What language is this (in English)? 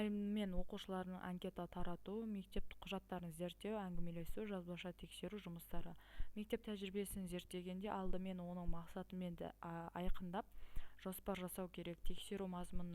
Kazakh